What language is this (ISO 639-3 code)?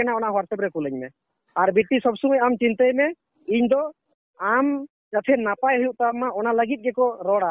sat